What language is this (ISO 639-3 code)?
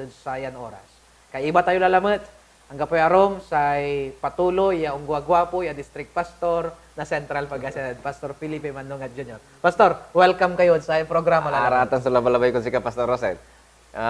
pag